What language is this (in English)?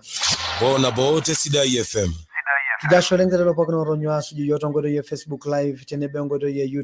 Masai